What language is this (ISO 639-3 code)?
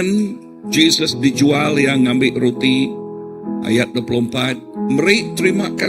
iba